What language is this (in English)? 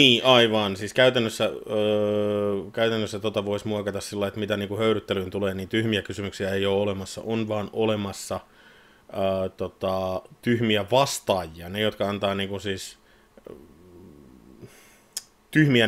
Finnish